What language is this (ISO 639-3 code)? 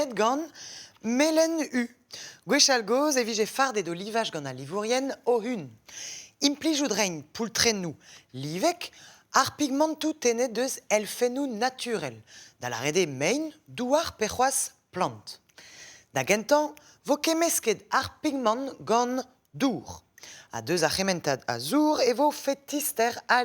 bre